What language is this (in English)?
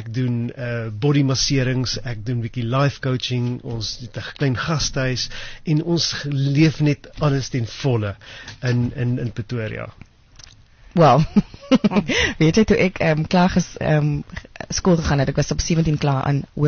Afrikaans